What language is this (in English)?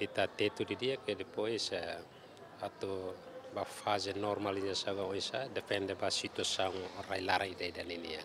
Tetum